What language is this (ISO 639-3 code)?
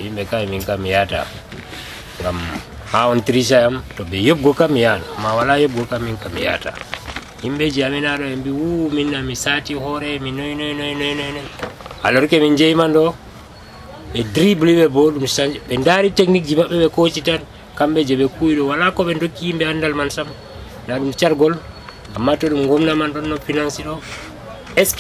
fuv